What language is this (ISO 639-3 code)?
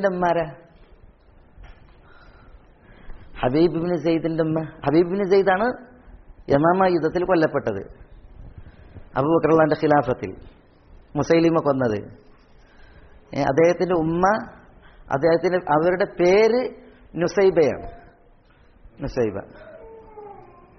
mal